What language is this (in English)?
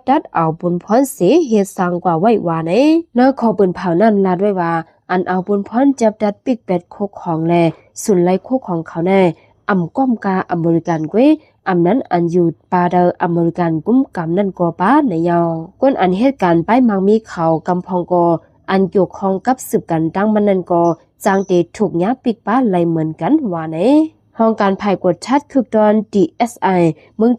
Shan